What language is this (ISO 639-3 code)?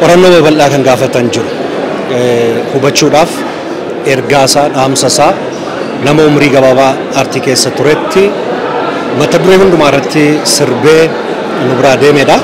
orm